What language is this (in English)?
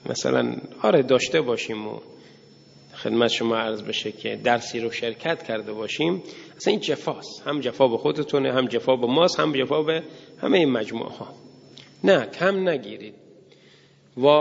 Persian